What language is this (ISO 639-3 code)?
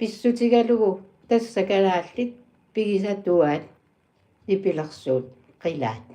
kal